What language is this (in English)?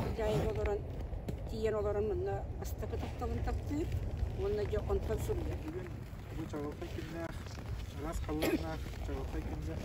Yakut